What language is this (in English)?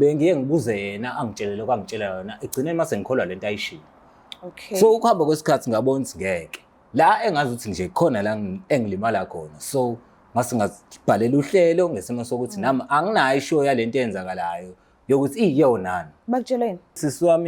Zulu